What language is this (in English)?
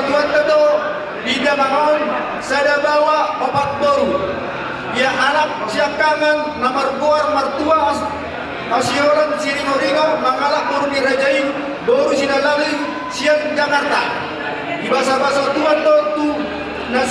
Batak Toba